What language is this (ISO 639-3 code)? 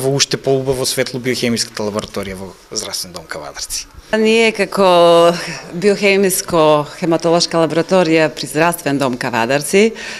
mkd